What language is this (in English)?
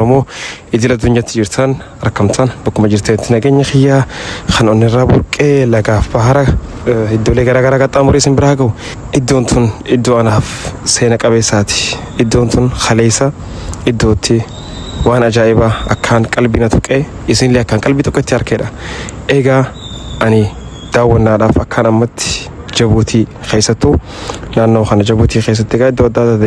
Oromo